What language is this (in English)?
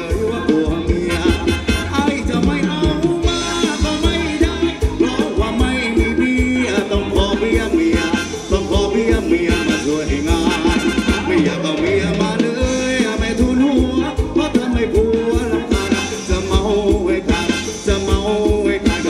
Thai